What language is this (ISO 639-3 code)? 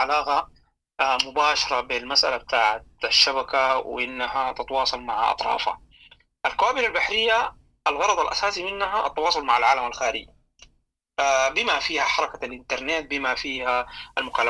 apd